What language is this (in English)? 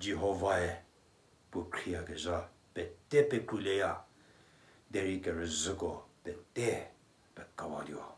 Angami Naga